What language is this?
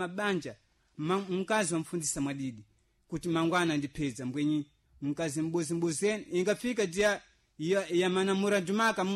Sena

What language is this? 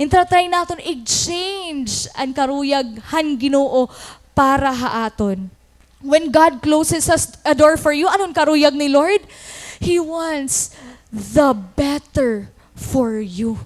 Waray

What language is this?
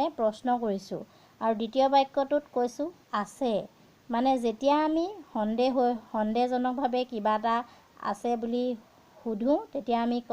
Assamese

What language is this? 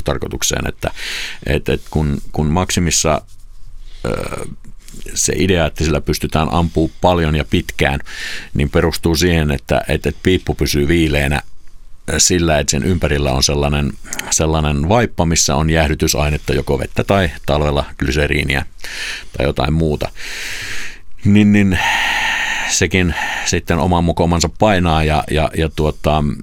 Finnish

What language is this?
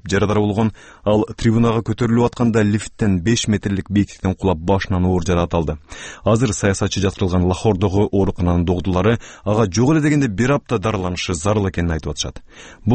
Kyrgyz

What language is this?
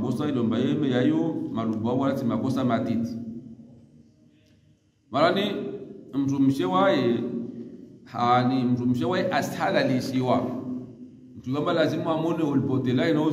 Swahili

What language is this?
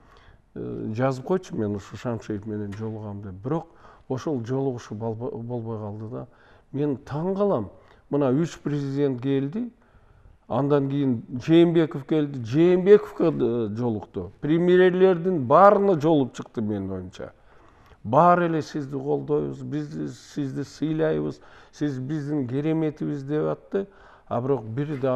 Kyrgyz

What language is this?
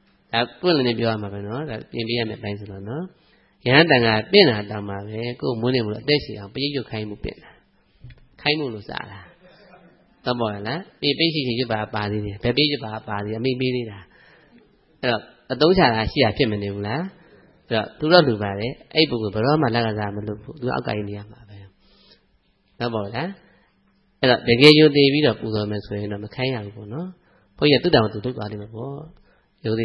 Burmese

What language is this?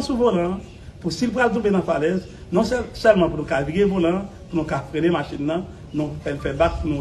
Haitian Creole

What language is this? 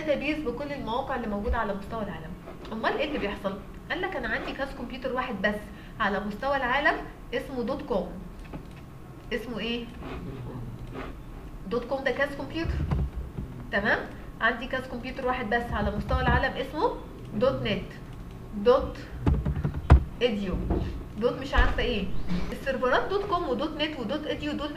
Egyptian Arabic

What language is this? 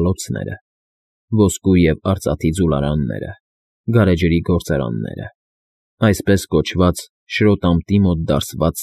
Armenian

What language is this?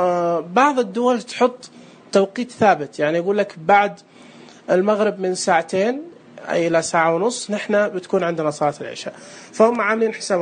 Najdi Arabic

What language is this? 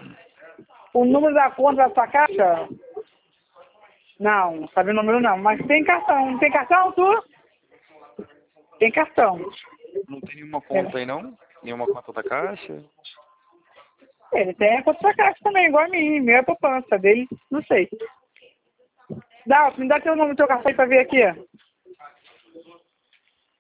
Portuguese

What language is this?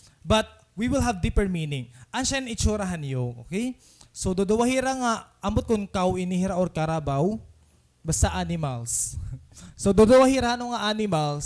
Waray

